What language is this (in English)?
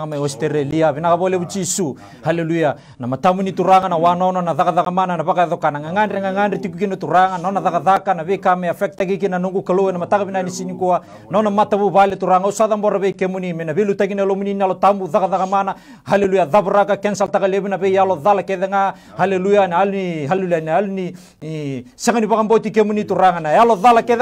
Fijian